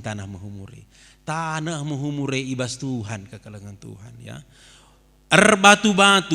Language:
Batak Karo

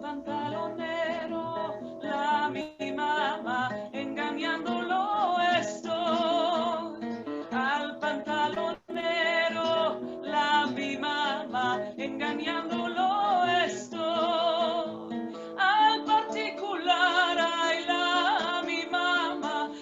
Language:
Ladino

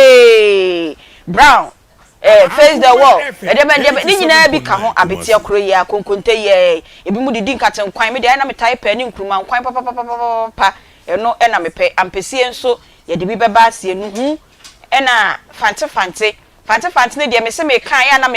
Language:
Akan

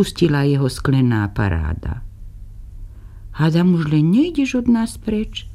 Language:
Slovak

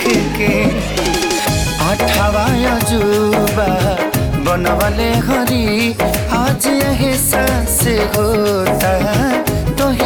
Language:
Bhojpuri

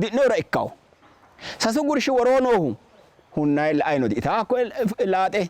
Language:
Sidamo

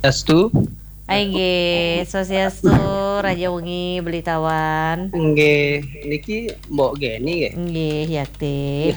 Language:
Balinese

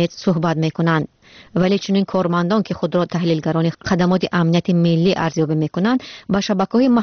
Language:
Tajik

